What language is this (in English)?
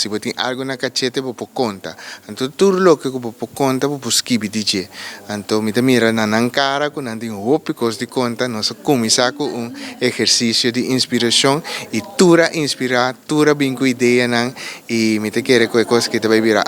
Papiamento